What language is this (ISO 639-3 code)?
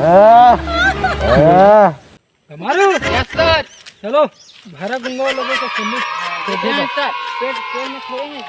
hne